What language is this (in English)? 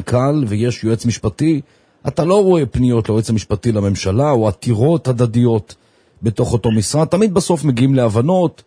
Hebrew